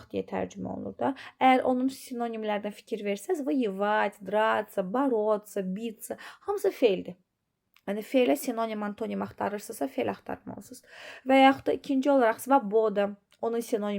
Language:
Azerbaijani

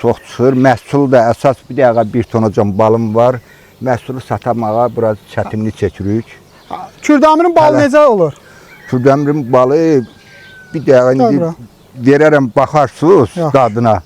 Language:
Azerbaijani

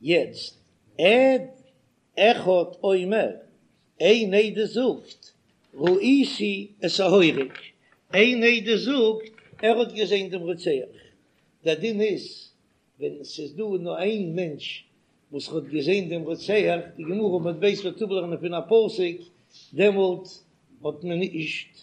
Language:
Yiddish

